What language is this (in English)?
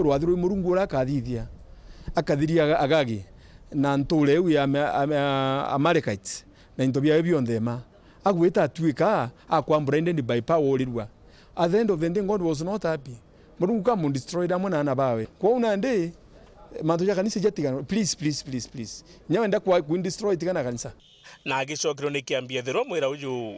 Meru